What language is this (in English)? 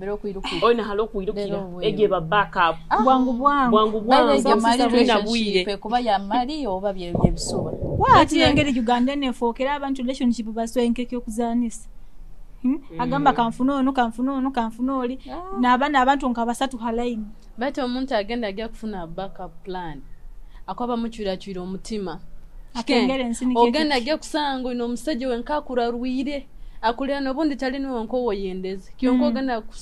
Nyoro